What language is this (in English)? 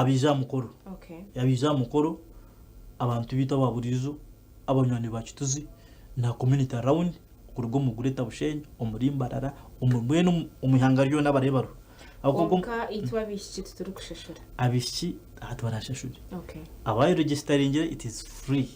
Nyankole